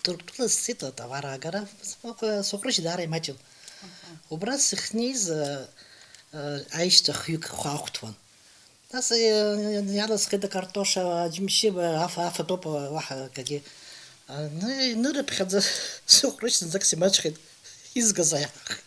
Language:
Abkhazian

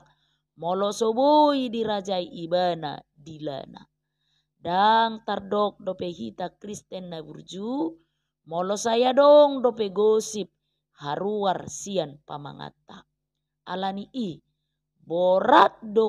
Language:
Batak Toba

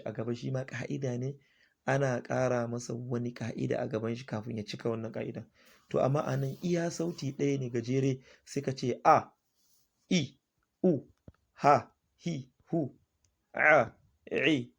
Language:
Hausa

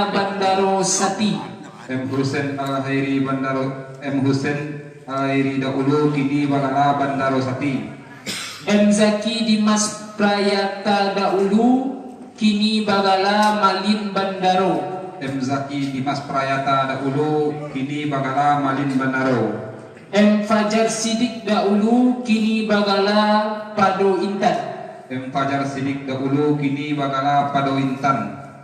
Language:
Minangkabau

